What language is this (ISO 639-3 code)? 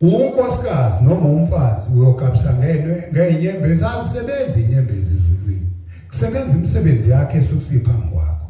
zul